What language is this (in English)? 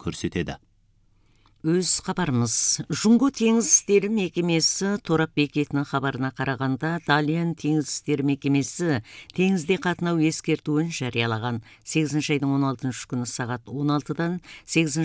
Kazakh